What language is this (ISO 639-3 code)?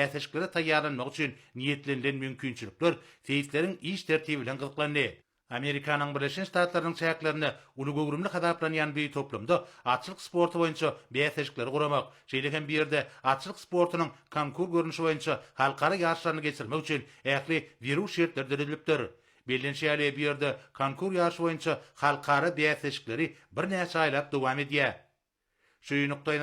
tuk